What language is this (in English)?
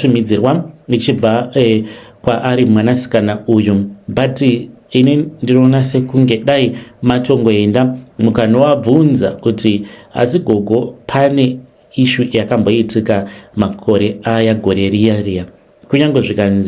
Shona